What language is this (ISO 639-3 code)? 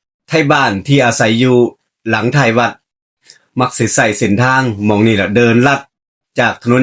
tts